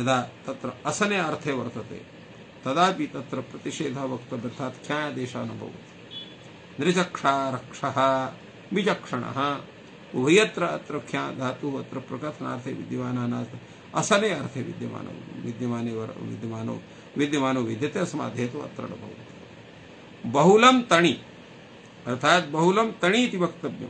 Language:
Sanskrit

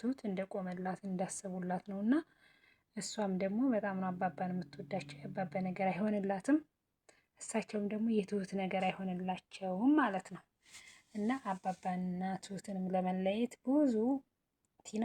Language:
Amharic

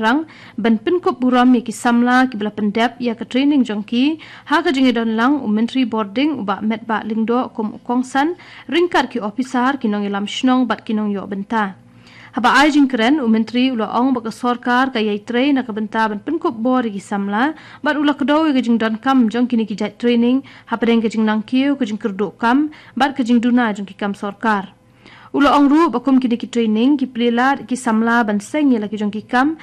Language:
Khasi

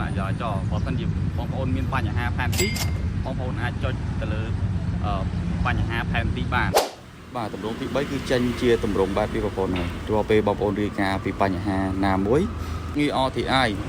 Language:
Khmer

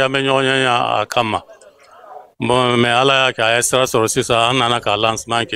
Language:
Bambara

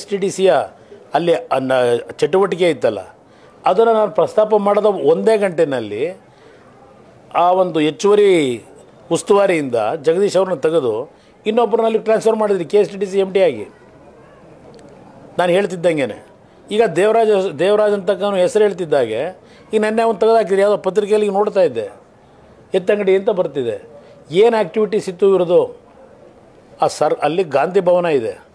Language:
Kannada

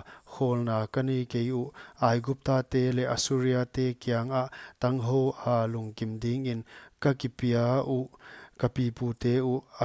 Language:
Paite Chin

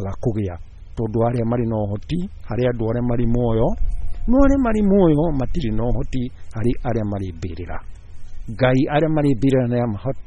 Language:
Kikuyu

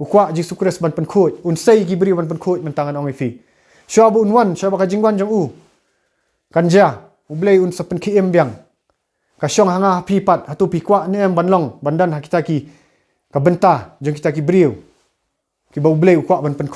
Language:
Khasi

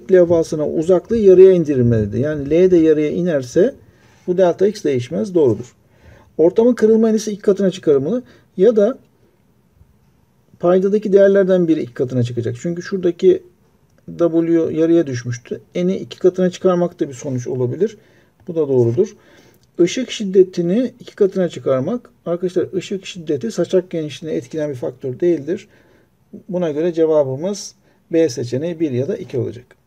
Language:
Turkish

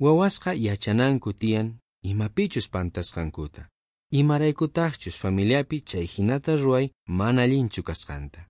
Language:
South Bolivian Quechua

